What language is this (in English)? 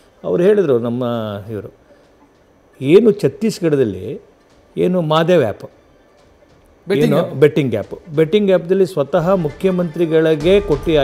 Kannada